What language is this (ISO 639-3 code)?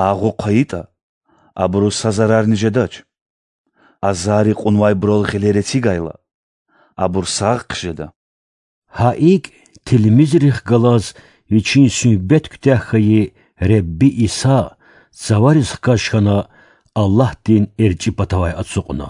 lez